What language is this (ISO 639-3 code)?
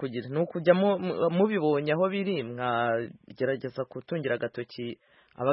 kin